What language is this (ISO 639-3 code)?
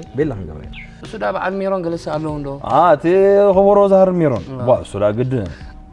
tir